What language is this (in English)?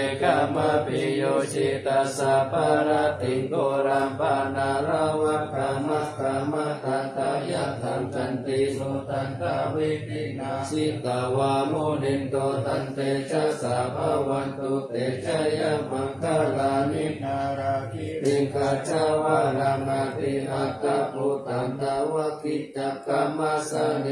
Pali